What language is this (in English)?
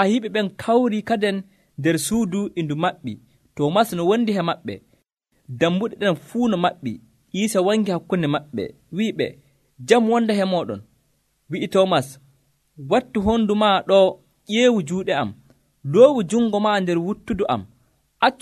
Nigerian Fulfulde